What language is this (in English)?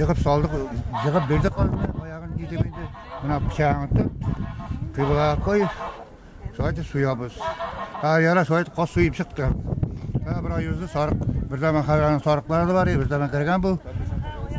Tatar